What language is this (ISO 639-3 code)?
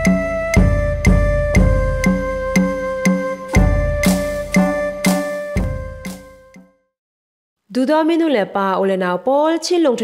cfm